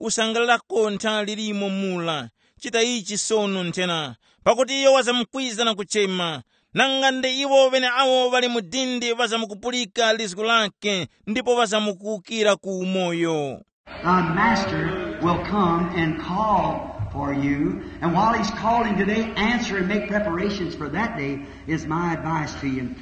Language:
Tumbuka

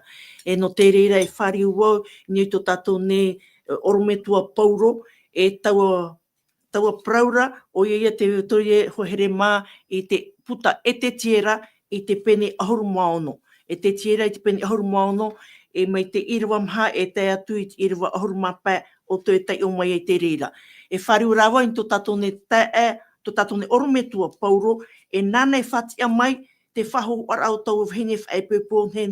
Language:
Tahitian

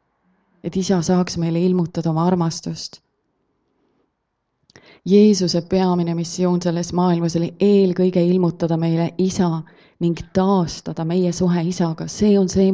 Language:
Estonian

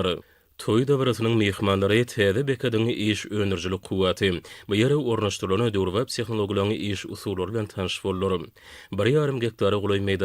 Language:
Turkmen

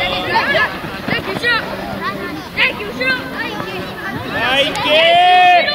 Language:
Japanese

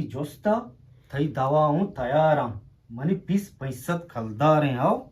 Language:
Eastern Balochi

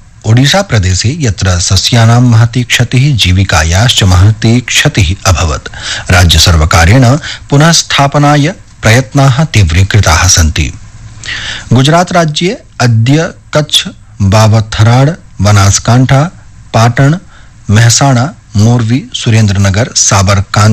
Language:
Sanskrit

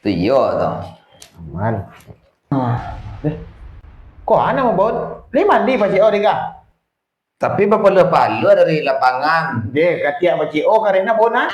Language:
Minangkabau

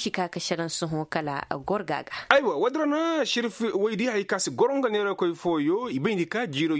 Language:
Koyraboro Senni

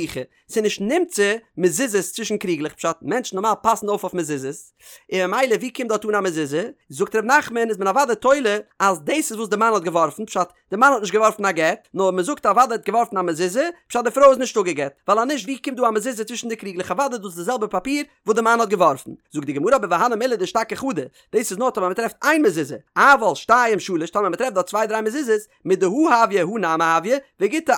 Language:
Yiddish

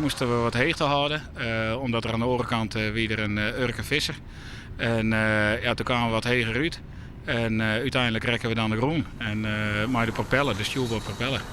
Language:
Western Frisian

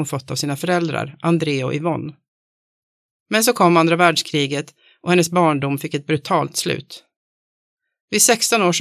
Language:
Swedish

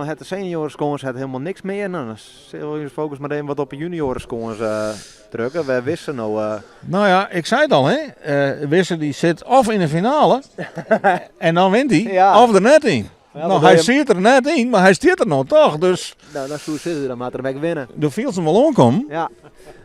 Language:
Western Frisian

